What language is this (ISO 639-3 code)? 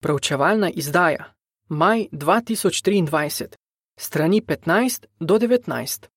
slv